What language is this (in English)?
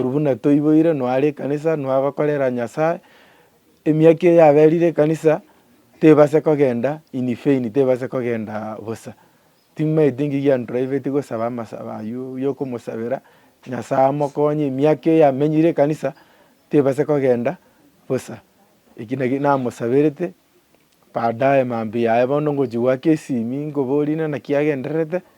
Gusii